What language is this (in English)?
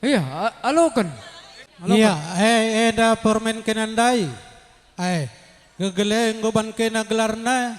Batak Karo